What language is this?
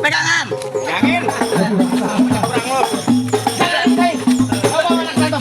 Betawi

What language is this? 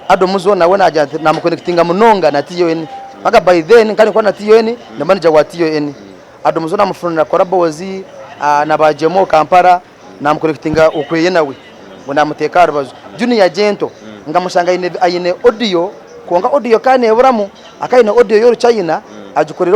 Nyankole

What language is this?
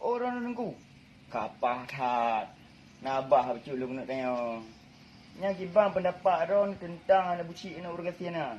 Achinese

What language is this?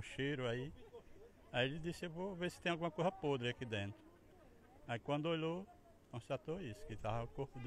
Portuguese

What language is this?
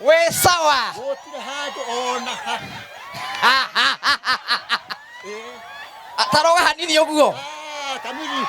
Kikuyu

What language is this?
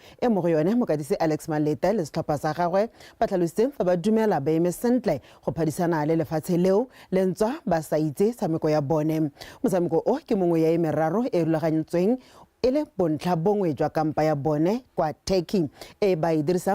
Tswana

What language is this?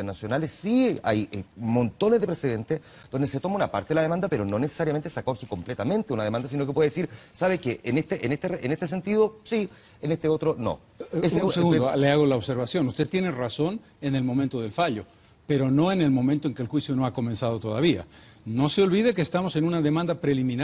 Spanish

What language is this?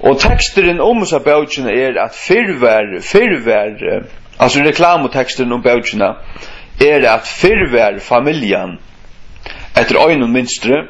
Faroese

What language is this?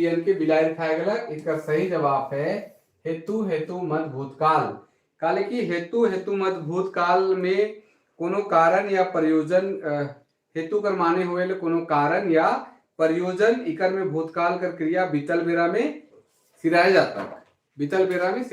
Sadri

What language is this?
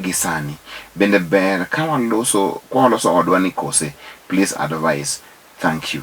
Luo (Kenya and Tanzania)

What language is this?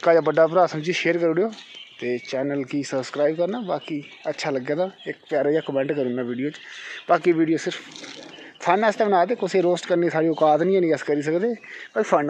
Dogri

